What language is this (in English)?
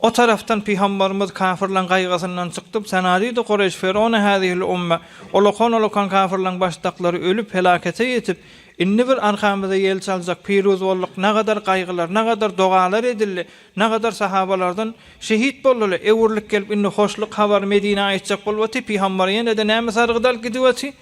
Turkmen